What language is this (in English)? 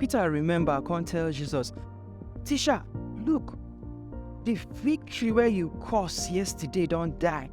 Nigerian Pidgin